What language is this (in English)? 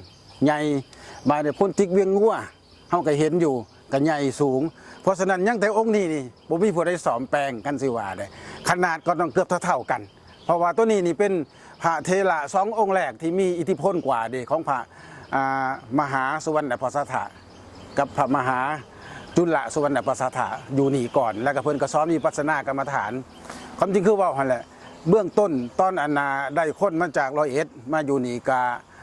Lao